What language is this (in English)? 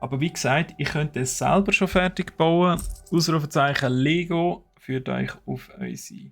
Swiss German